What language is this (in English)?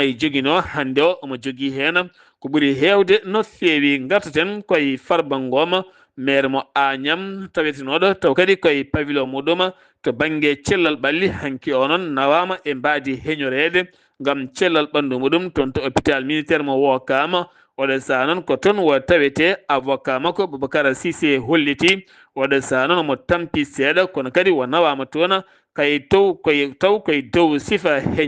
Fula